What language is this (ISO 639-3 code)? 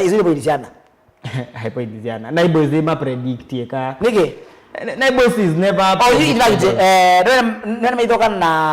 kam